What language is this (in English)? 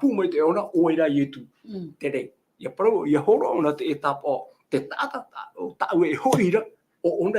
Tahitian